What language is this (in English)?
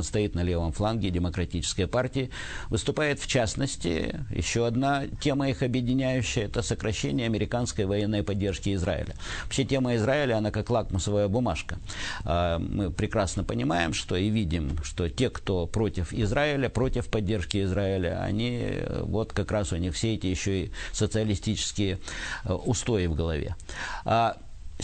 Russian